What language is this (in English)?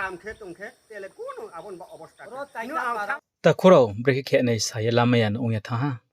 Riang (India)